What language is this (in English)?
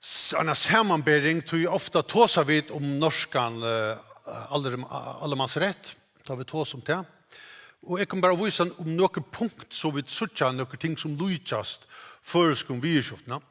Faroese